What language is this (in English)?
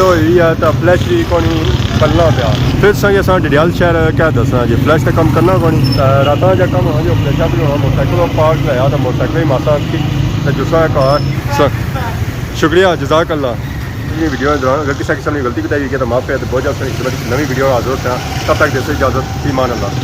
Pahari-Potwari